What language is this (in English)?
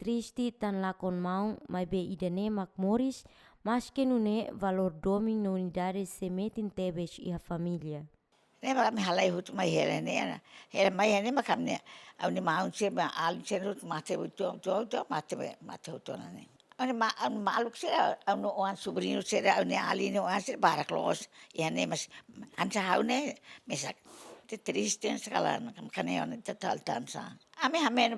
Tetum